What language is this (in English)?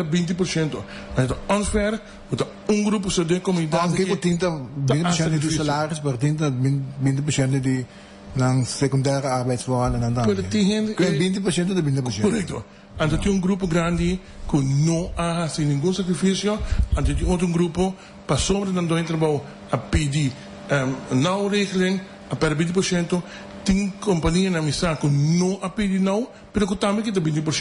Papiamento